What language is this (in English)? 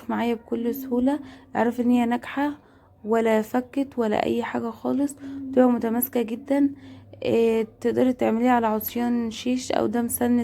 Egyptian Arabic